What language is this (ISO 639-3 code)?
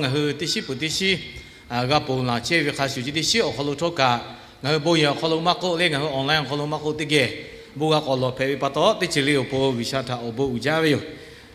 lhu